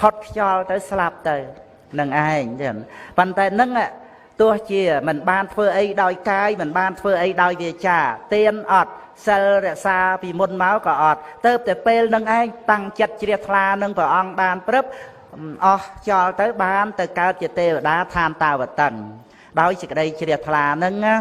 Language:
Khmer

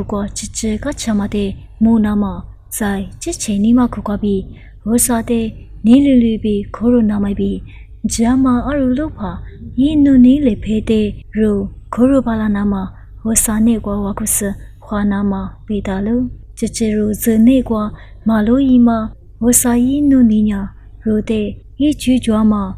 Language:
Lisu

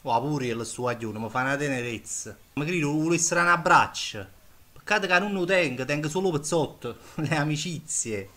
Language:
Neapolitan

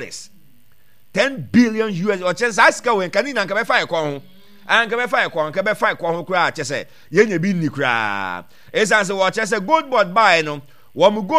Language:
Akan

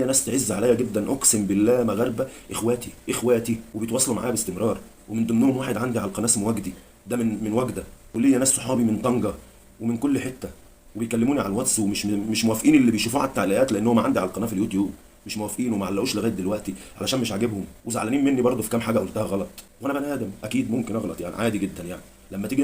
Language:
Egyptian Arabic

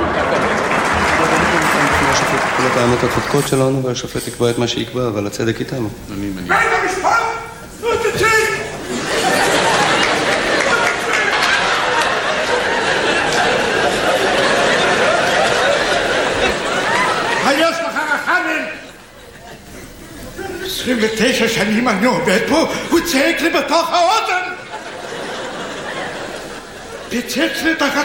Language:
Hebrew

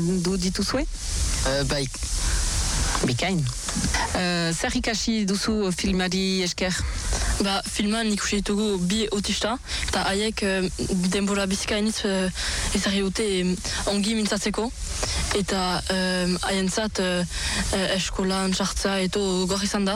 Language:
Basque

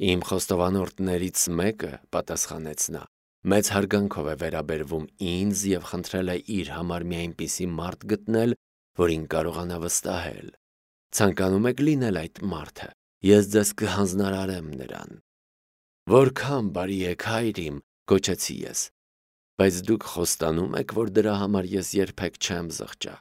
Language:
Armenian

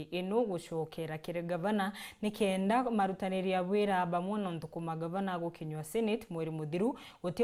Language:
Meru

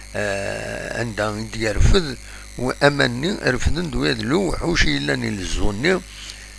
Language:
Kabyle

